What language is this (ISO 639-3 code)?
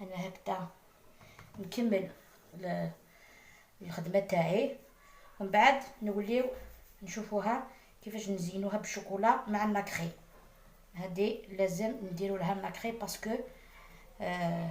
arq